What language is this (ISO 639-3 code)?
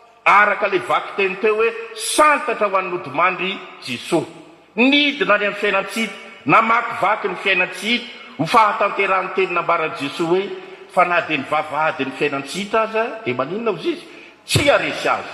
mlg